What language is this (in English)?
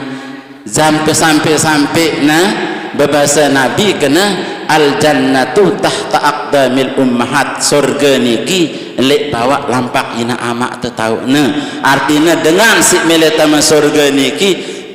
Sasak